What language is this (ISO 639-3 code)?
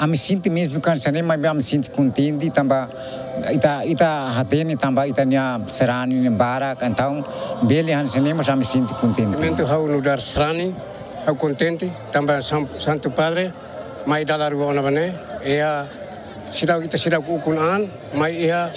tet